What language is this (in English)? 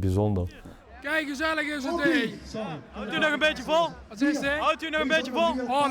Limburgish